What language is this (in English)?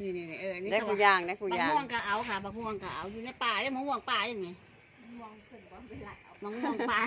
Northeastern Thai